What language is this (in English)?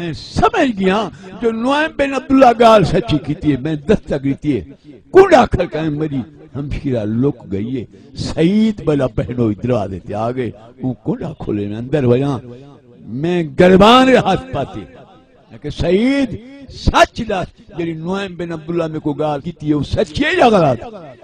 Saraiki